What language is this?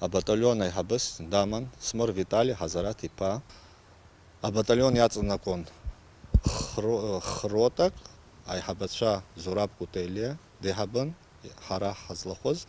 Abkhazian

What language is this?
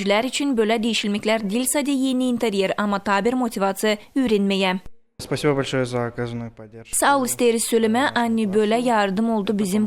Gagauz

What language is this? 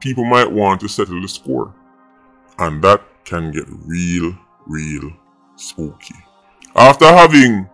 Jamaican Creole English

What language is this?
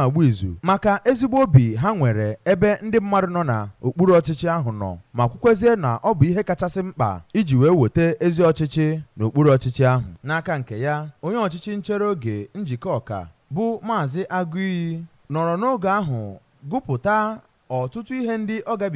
Igbo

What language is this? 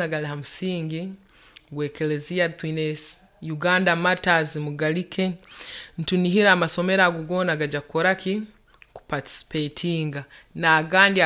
Nyoro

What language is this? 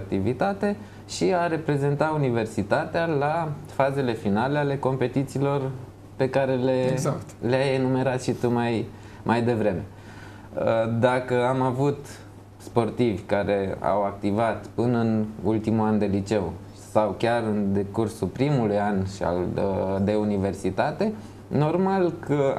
Romanian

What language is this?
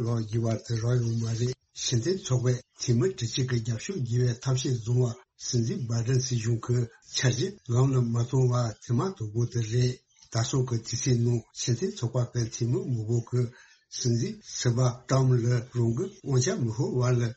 Tibetan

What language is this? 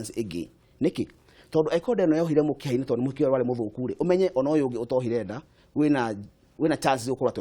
Kikuyu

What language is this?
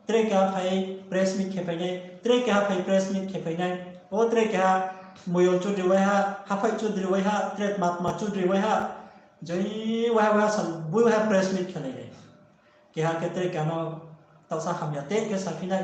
Riang (India)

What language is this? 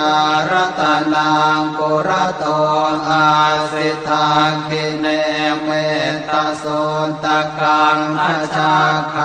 Pali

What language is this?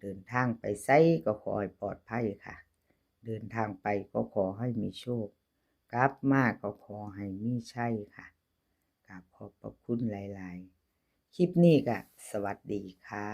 Northeastern Thai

